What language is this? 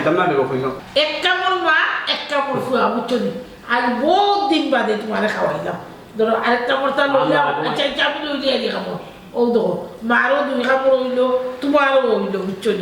Sylheti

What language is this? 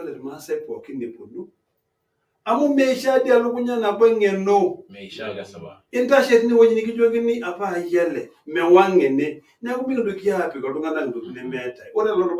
Masai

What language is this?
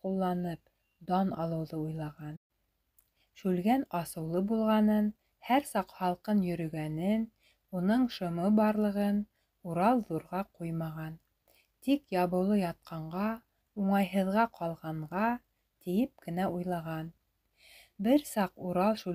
Bashkir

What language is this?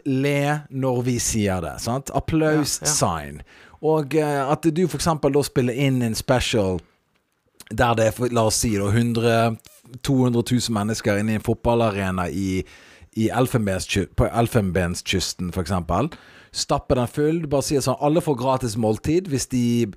Norwegian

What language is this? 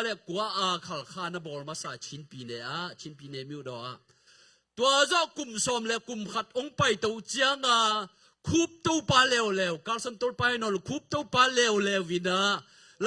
Tedim Chin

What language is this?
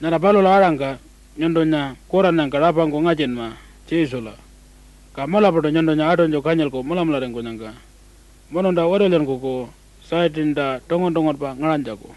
Pitjantjatjara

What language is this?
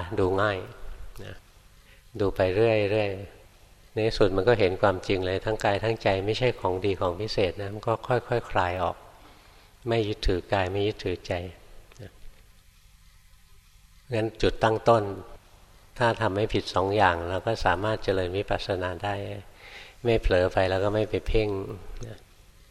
Thai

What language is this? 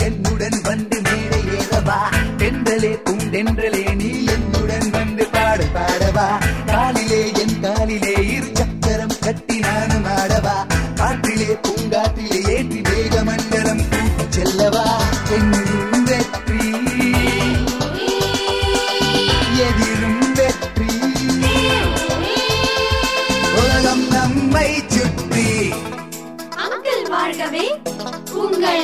Tamil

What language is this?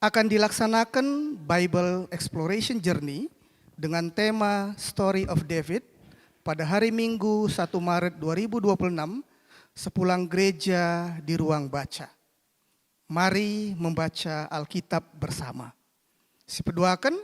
Batak Karo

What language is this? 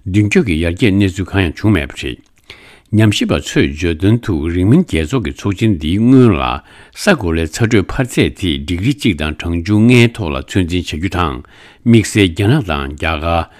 Tibetan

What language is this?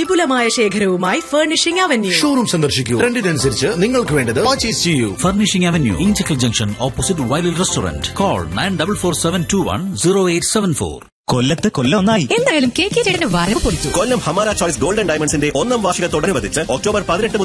Malayalam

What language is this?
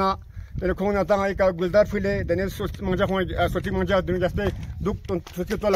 Ladakhi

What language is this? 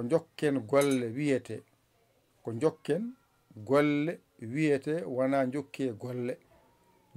Fula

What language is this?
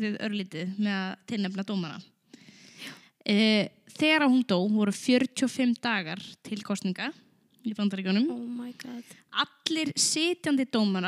Icelandic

